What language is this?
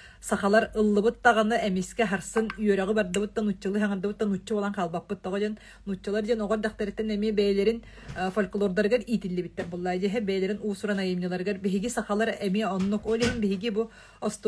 Yakut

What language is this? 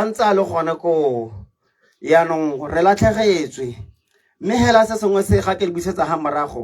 Tswana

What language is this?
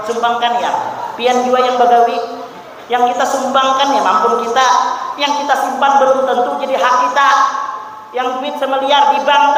Banjar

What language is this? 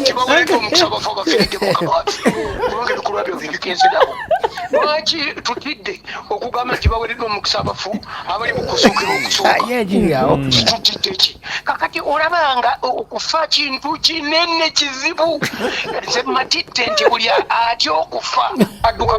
Ganda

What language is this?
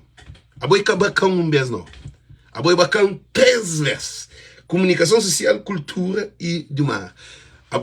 Kabuverdianu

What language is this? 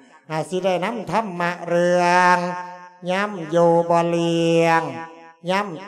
Lao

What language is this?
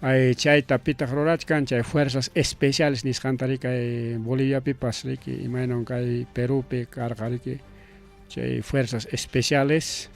Ayacucho Quechua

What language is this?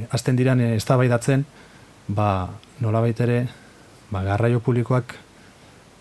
Basque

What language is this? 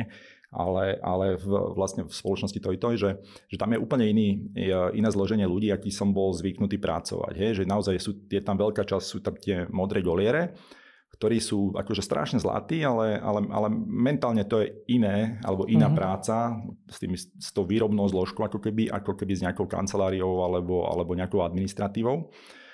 Slovak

